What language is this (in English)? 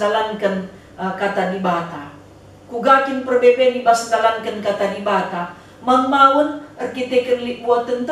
Batak Karo